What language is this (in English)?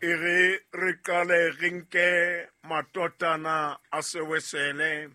Southern Sotho